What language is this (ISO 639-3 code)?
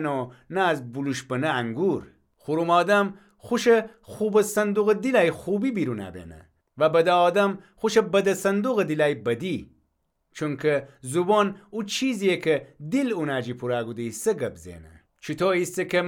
glk